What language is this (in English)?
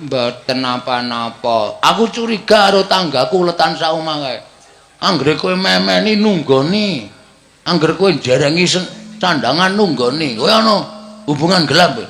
Javanese